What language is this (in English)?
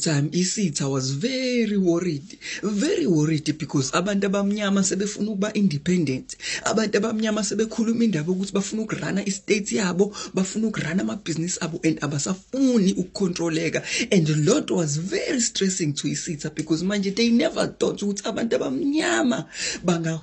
Zulu